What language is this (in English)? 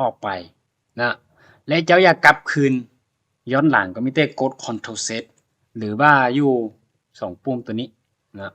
Lao